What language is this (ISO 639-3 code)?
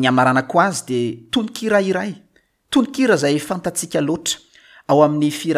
mlg